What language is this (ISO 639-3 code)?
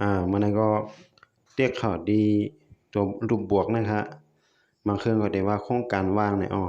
shn